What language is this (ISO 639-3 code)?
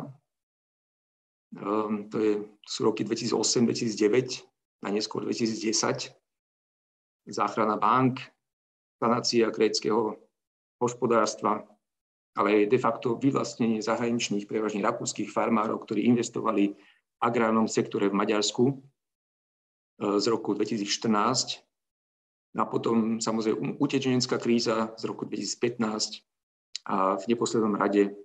slk